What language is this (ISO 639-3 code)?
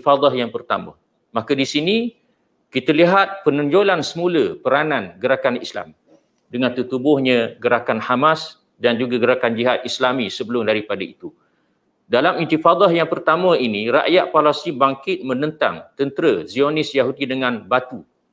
msa